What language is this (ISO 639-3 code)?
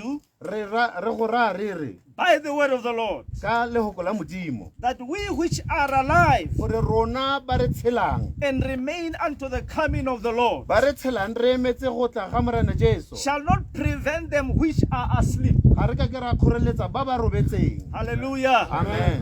tsn